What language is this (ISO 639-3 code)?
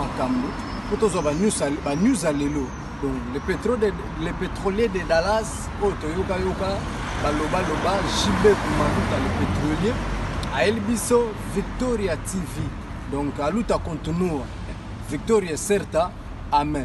lin